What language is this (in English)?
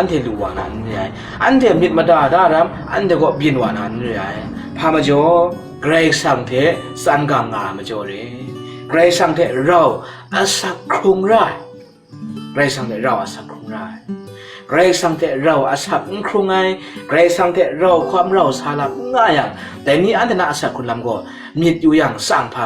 Kachin